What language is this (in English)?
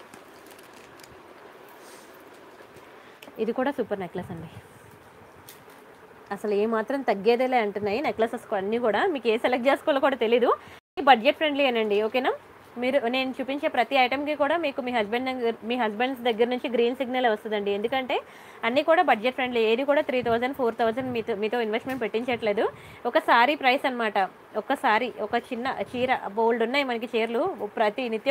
Telugu